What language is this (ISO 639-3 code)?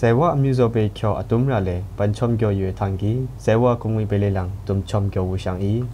atb